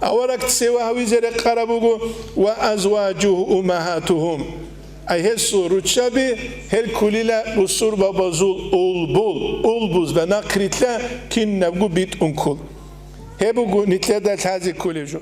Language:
Avaric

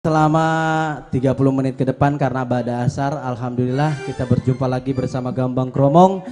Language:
Betawi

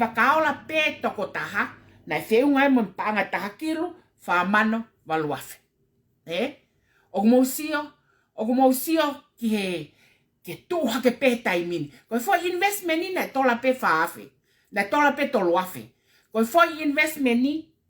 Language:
Tongan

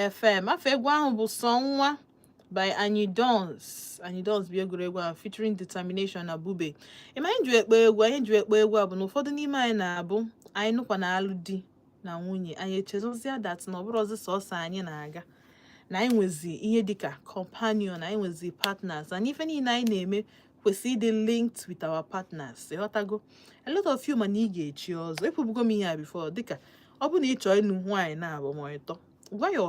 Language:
Igbo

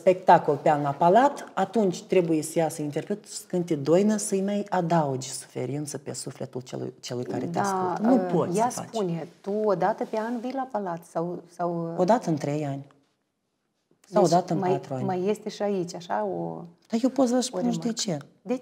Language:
Romanian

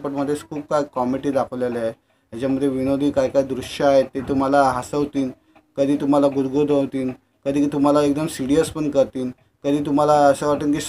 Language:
Marathi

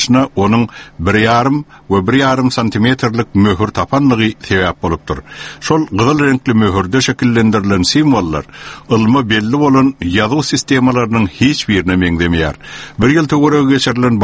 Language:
Turkmen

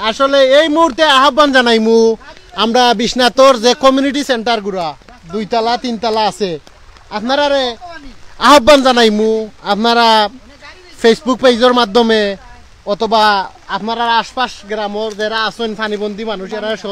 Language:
Sylheti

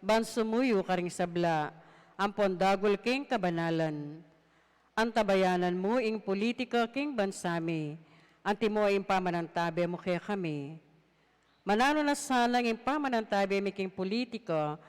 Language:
Pampanga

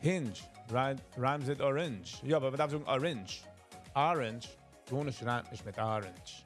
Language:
Yiddish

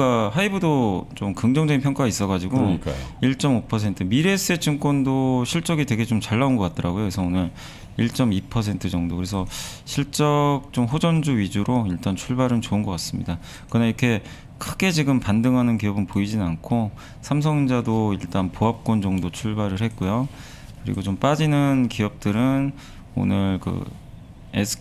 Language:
Korean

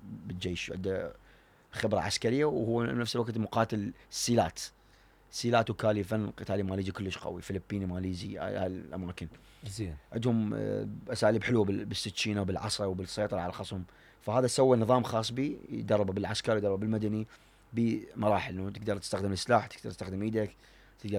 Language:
Mesopotamian Arabic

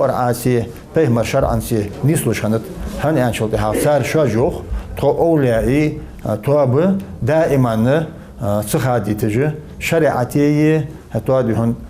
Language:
Ingush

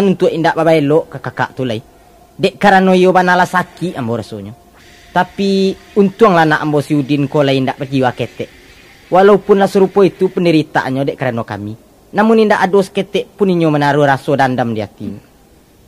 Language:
Minangkabau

